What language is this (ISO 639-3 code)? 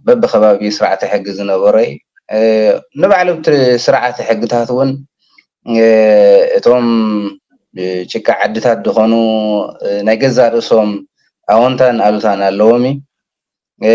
tir